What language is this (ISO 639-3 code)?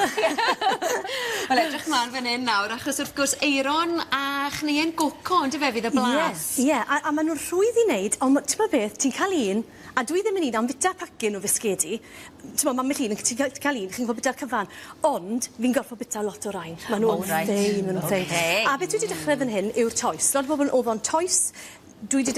cym